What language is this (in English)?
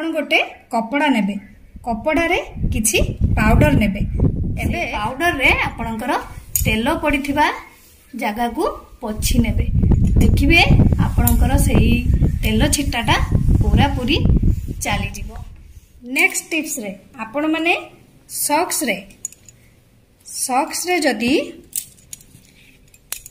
Odia